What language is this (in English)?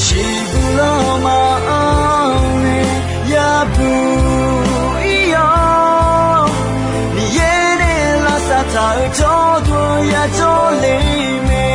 Akha